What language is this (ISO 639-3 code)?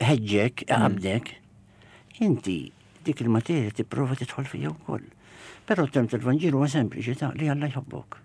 mlt